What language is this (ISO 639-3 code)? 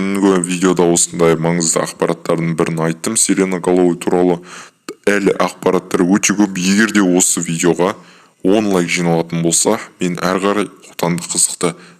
kaz